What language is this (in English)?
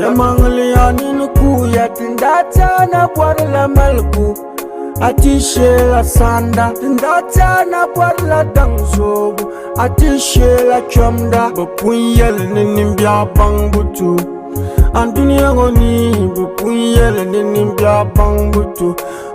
Dagbani